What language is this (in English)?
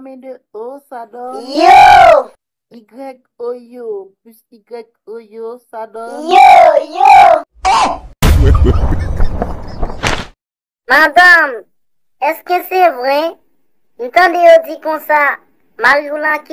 Haitian Creole